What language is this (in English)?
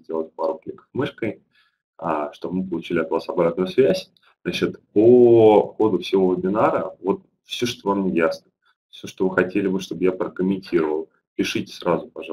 Russian